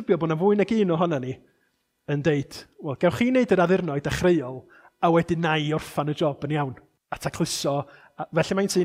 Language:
Welsh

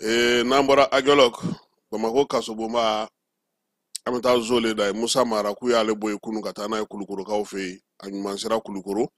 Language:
Bambara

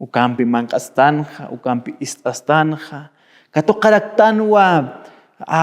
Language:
Aymara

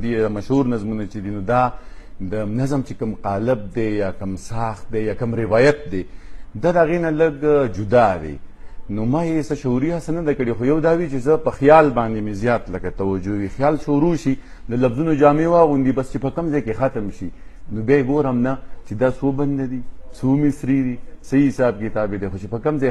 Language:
Pashto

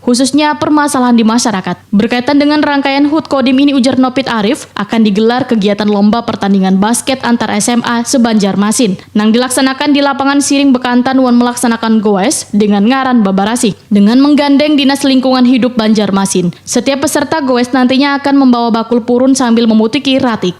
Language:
Banjar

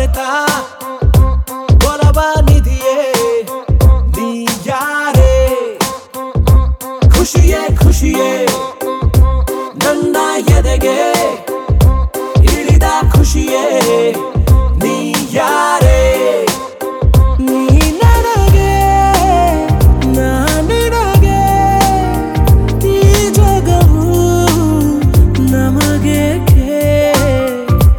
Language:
Kannada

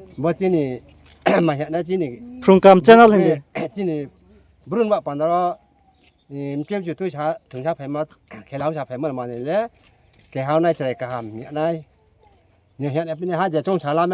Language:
Riang (India)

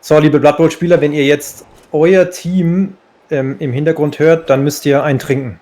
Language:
Swiss German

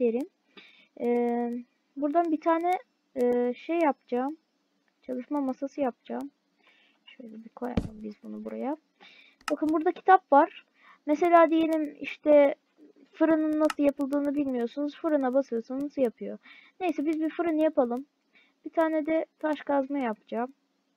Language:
Turkish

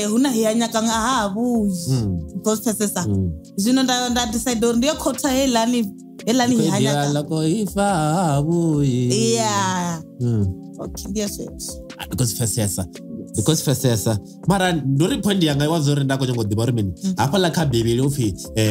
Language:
Venda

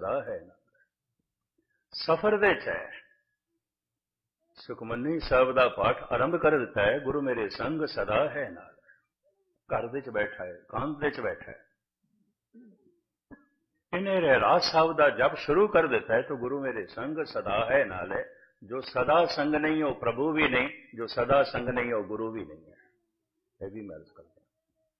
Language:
Punjabi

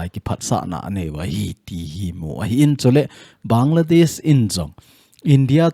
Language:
Thado Chin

